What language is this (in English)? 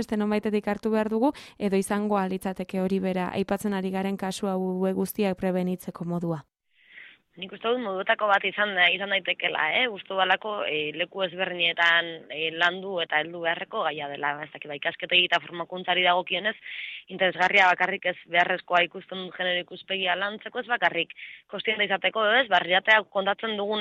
Basque